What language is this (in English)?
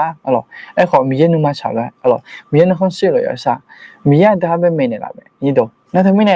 Akha